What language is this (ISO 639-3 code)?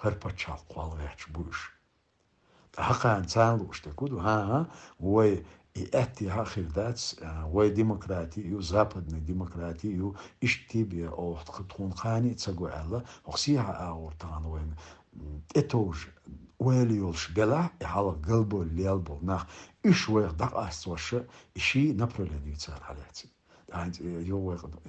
che